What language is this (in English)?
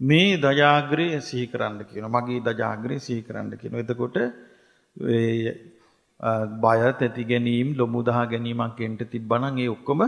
Sinhala